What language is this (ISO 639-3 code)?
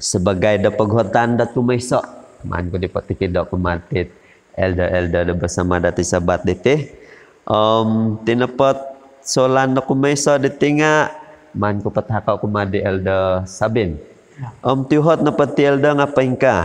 dtp